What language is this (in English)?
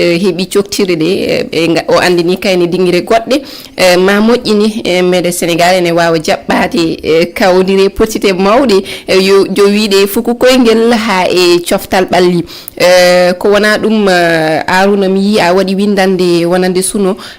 Fula